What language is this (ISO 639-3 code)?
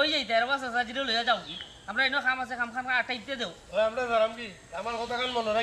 syl